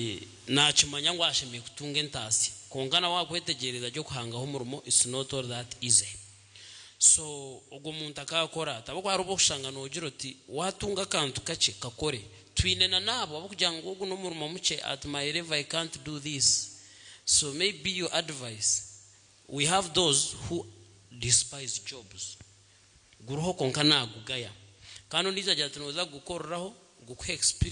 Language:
Nyankole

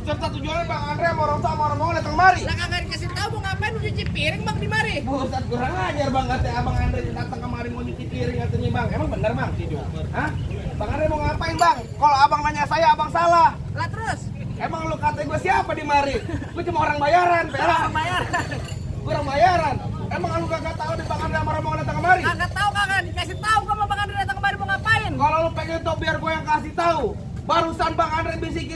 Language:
Betawi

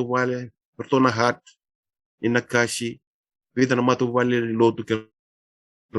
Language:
Fijian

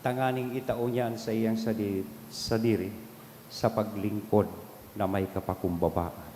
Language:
Bikol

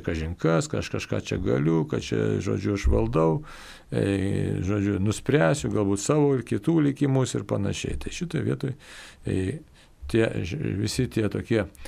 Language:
Lithuanian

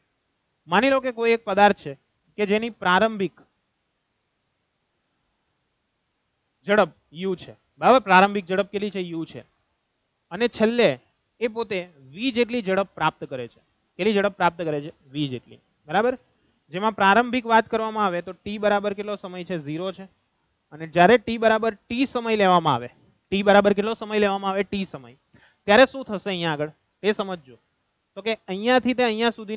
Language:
Gujarati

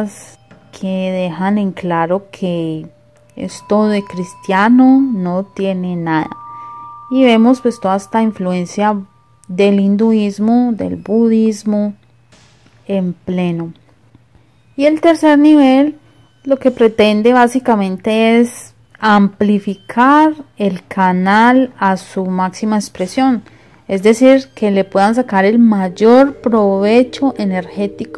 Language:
Spanish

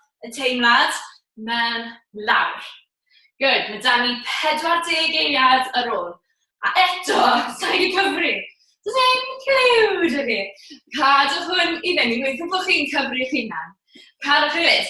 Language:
Welsh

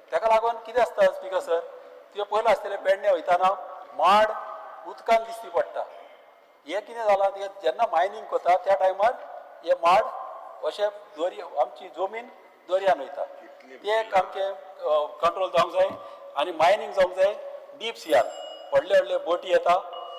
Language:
Konkani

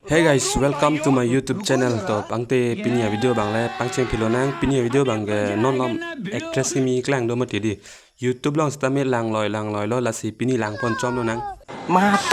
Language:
Karbi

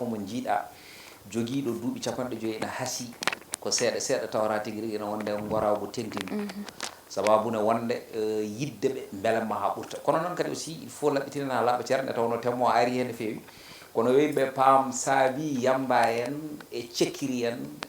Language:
Fula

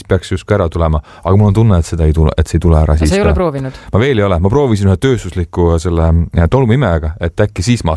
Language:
Estonian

